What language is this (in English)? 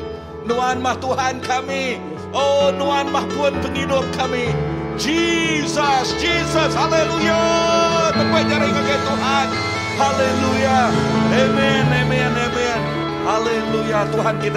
Iban